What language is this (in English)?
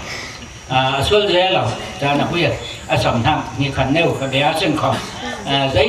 Falam Chin